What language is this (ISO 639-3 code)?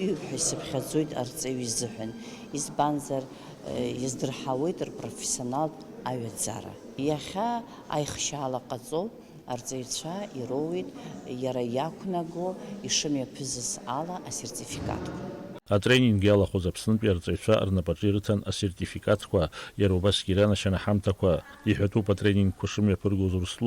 abk